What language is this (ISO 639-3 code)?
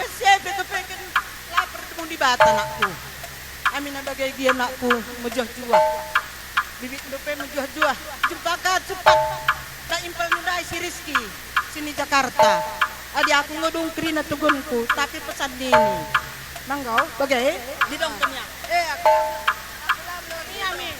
btx